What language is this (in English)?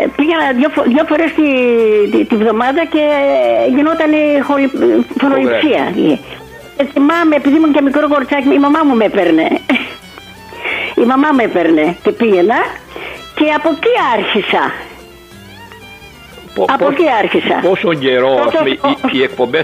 Greek